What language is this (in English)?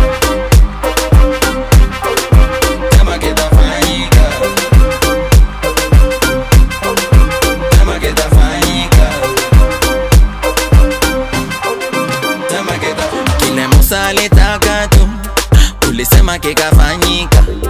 Swahili